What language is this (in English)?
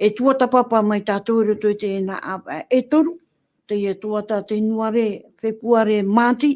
Tahitian